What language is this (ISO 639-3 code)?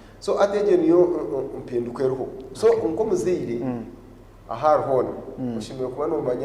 nyn